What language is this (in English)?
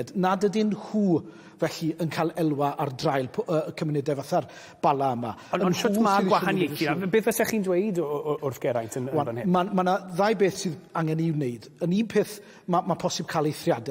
Welsh